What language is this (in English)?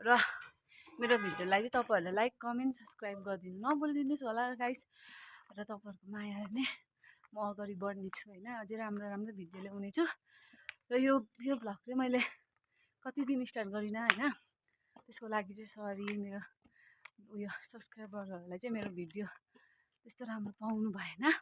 Nepali